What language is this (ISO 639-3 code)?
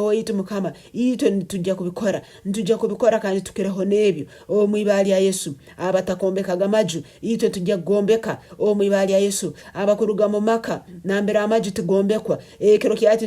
nyn